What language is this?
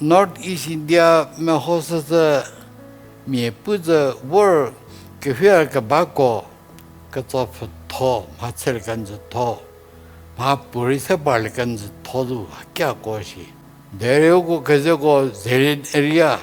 Angami Naga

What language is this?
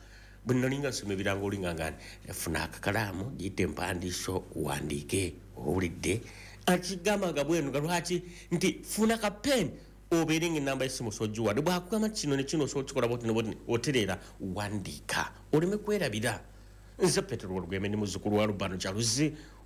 Ganda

